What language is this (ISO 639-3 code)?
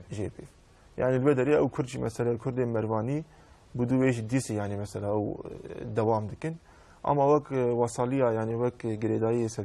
kur